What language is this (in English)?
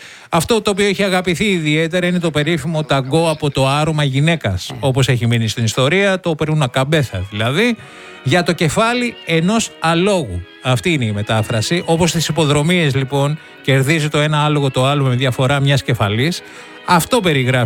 Greek